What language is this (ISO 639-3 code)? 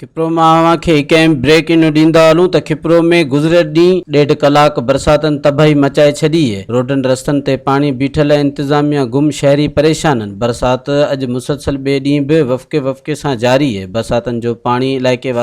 snd